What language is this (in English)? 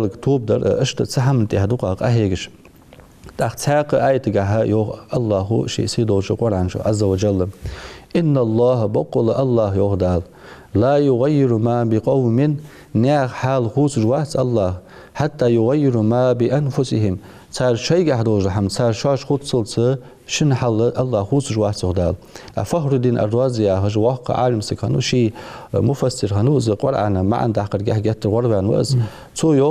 Ingush